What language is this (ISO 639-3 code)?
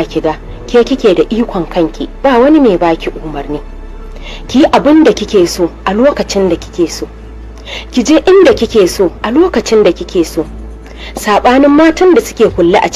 hau